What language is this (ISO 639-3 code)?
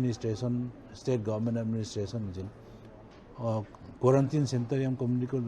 pck